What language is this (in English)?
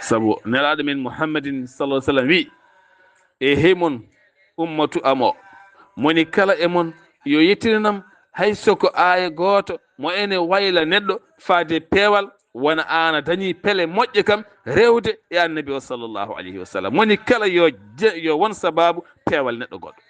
Fula